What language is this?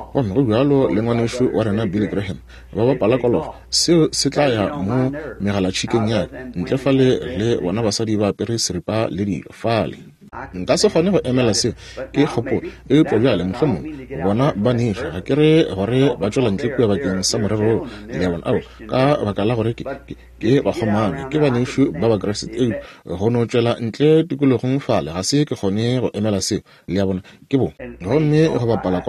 Northern Sotho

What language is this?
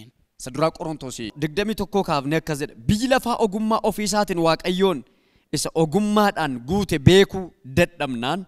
Oromo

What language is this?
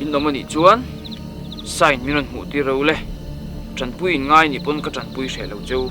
Mizo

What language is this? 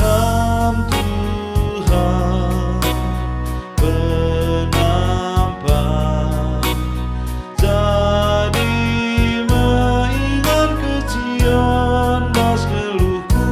Batak Karo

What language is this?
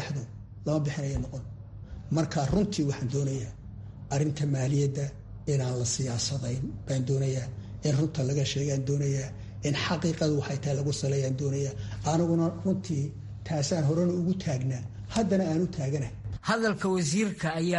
Somali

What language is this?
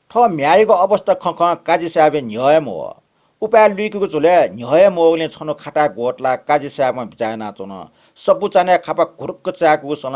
Newari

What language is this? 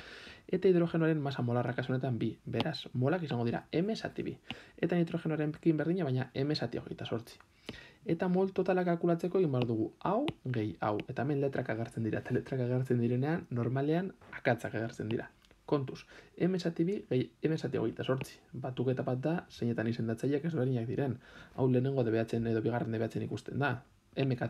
Basque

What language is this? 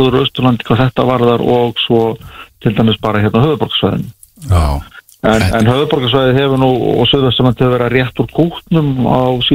Icelandic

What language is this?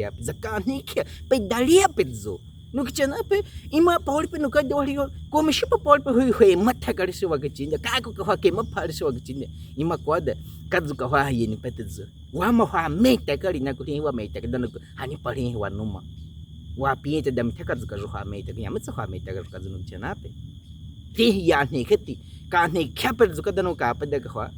Baniwa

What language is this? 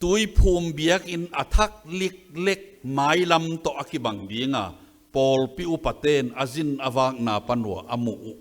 Tedim Chin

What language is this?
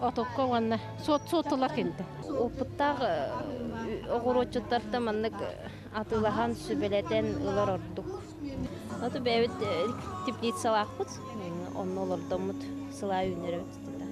Yakut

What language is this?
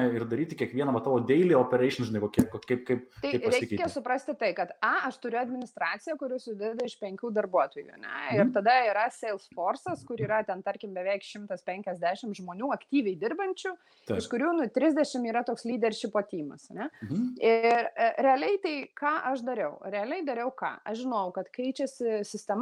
Lithuanian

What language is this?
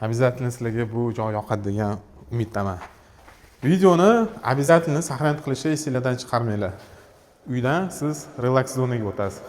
Uzbek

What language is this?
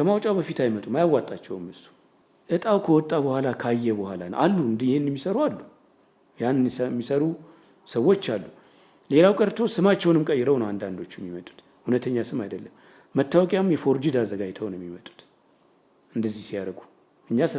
Amharic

